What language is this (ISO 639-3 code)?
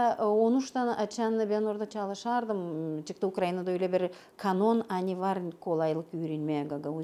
gag